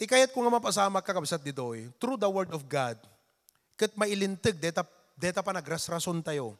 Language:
Iloko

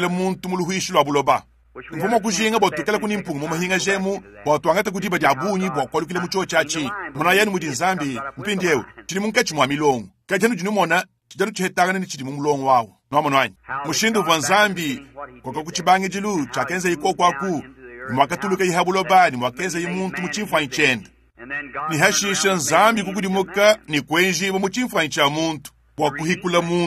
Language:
Luba-Lulua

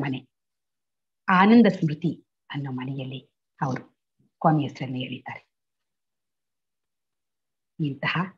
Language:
Kannada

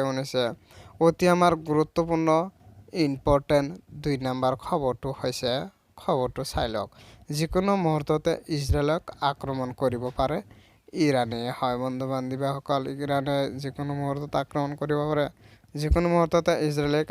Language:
Assamese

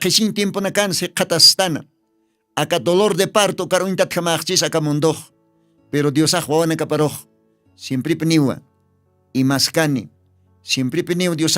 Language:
Aymara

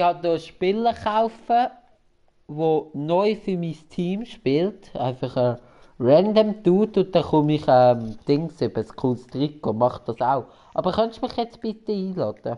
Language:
Swiss German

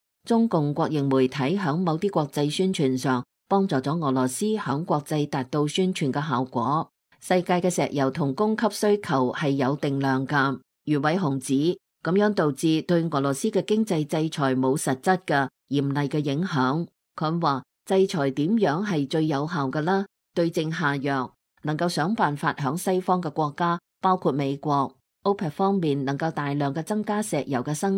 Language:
Cantonese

